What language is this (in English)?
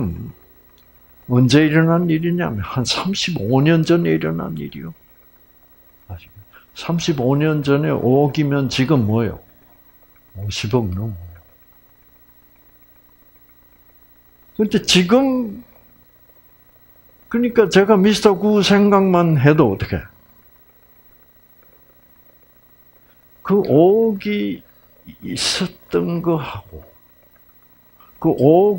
Korean